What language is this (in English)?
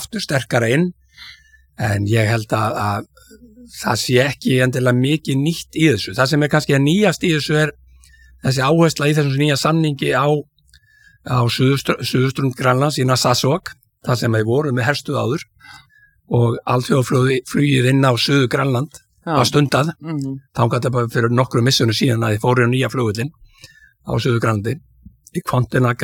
Icelandic